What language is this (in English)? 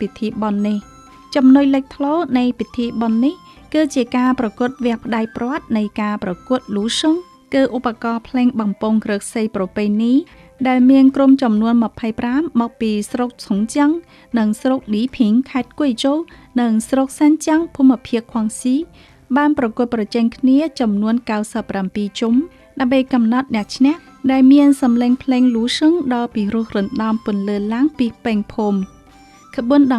Khmer